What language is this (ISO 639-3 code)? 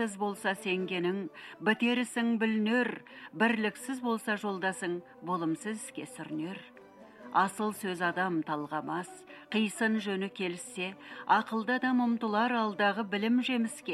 kaz